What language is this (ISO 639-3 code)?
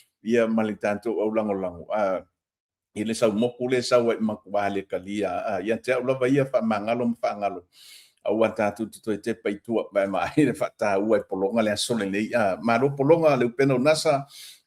smo